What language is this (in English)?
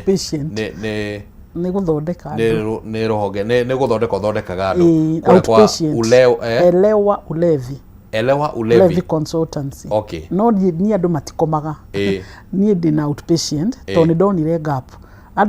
Kikuyu